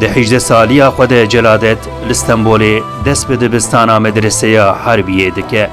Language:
Kurdish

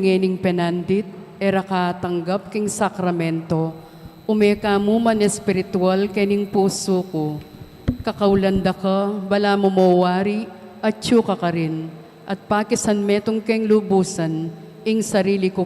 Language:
Pampanga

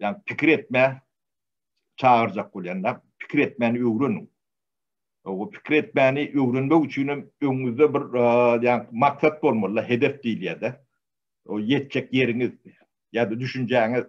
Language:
Turkmen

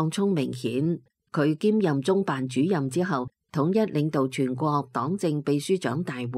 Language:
Cantonese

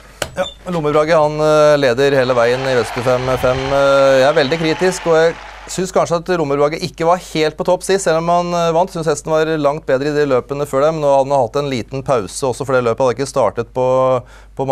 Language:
Norwegian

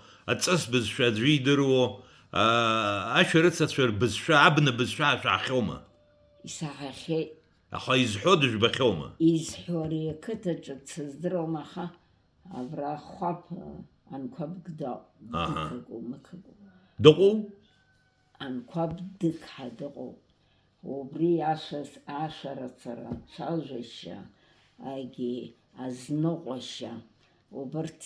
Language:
Abkhazian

